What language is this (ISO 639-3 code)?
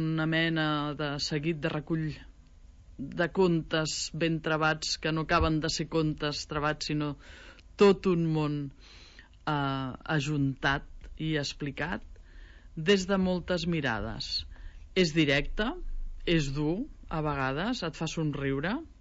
cat